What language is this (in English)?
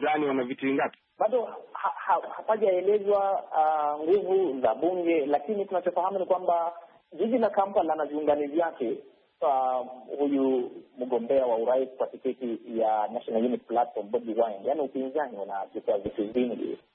Swahili